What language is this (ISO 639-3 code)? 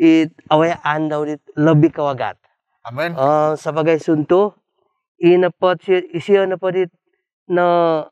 dtp